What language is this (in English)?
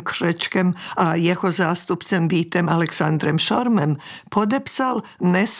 Czech